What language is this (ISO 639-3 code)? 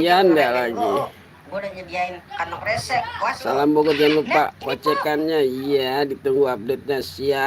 bew